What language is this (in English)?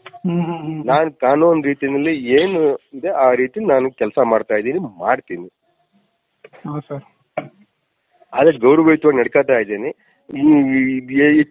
Kannada